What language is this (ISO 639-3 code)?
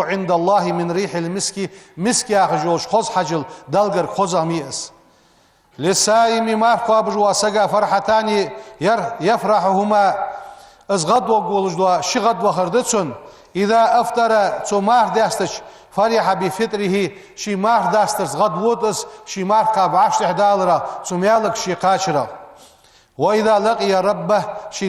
inh